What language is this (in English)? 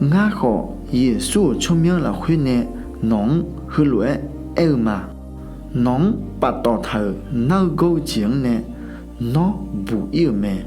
Akha